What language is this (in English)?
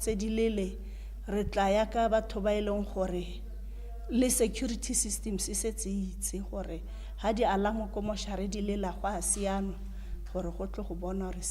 Tswana